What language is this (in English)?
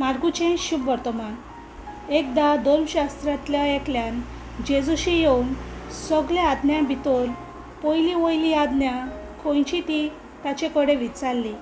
Konkani